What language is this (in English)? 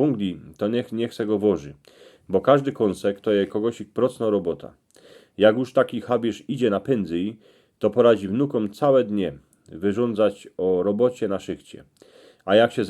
Silesian